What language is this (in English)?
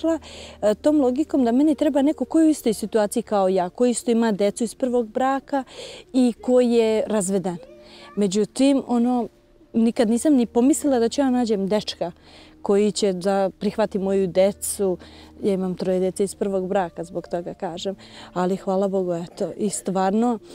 Serbian